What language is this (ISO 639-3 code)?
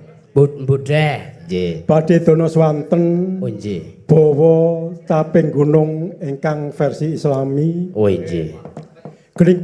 jav